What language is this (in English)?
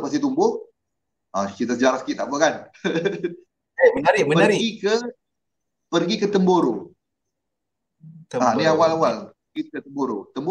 Malay